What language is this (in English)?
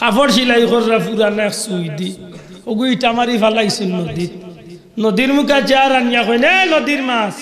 Sylheti